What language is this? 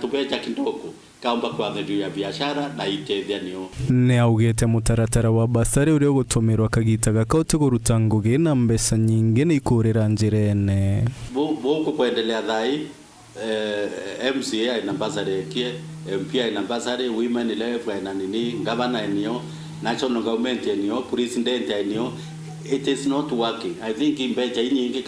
Meru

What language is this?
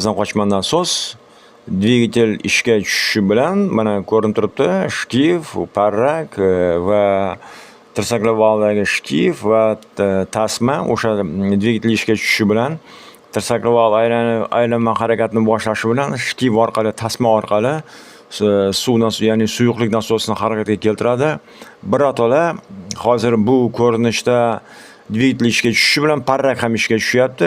Uzbek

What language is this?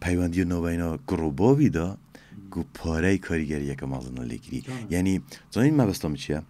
Kurdish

